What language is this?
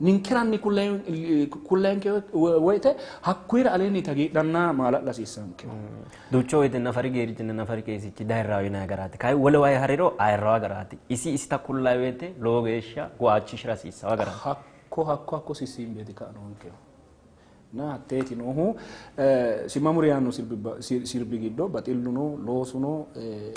Sidamo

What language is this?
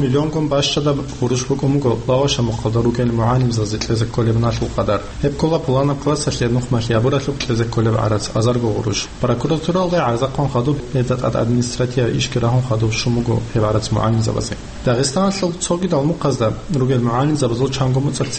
Avaric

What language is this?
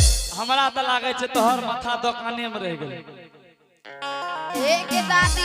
Angika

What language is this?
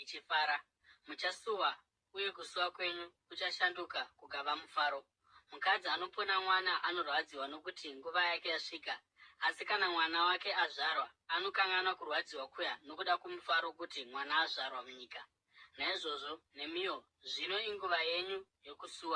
Shona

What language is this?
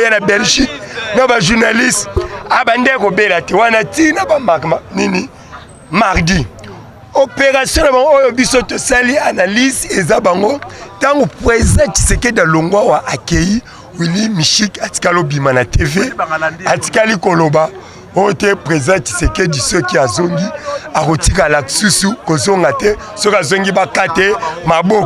Lingala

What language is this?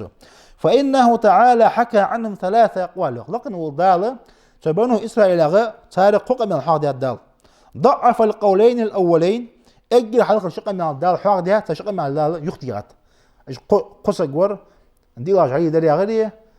Ingush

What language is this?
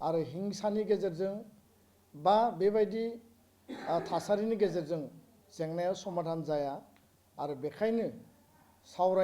Bodo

